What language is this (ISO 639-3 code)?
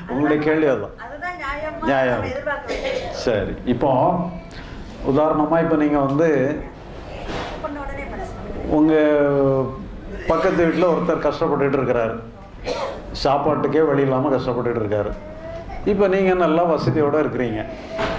tam